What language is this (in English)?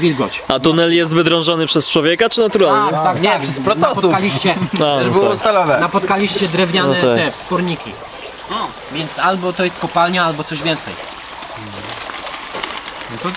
Polish